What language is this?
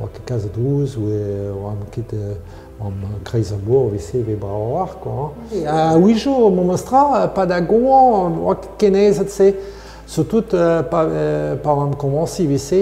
Breton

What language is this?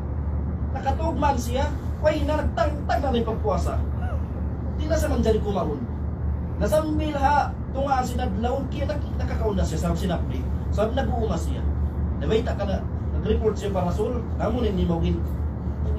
Tausug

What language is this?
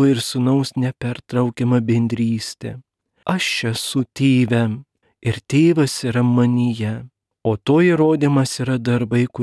Lithuanian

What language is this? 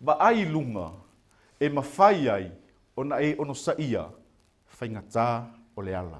Samoan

